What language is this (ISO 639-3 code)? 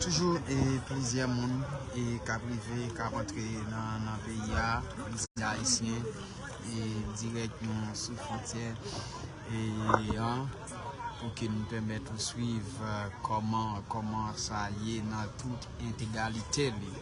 hat